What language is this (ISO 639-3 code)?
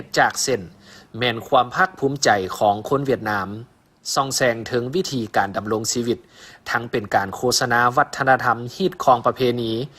lao